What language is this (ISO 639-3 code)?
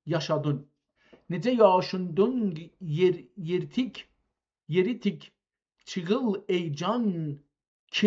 azb